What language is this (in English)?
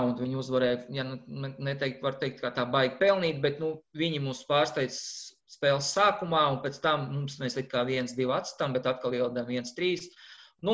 Latvian